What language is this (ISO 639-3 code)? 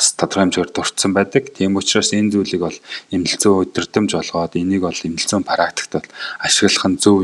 mon